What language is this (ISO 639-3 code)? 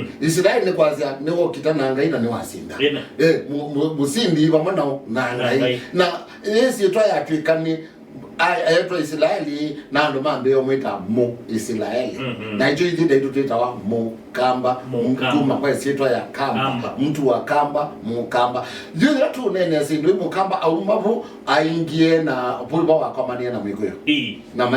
kam